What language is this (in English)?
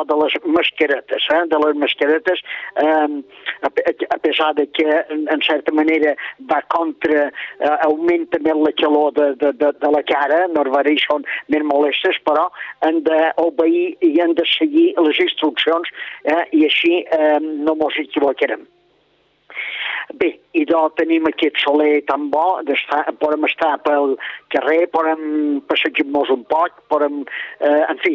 Catalan